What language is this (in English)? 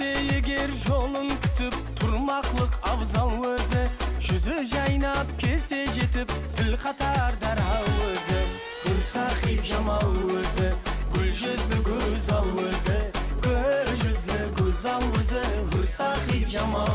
Kara-Kalpak